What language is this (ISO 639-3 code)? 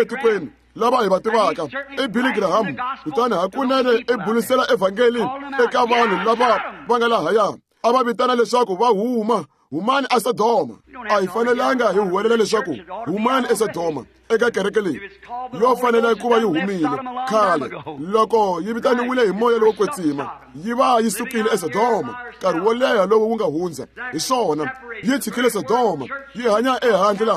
tso